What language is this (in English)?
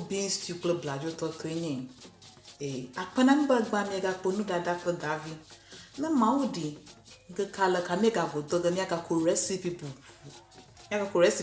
Ewe